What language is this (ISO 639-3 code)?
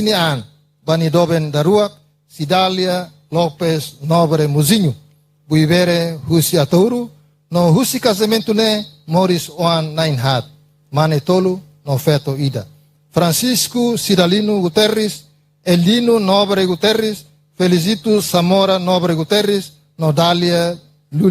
tet